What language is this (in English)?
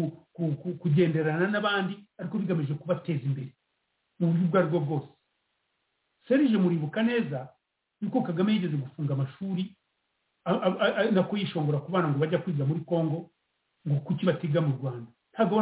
Kinyarwanda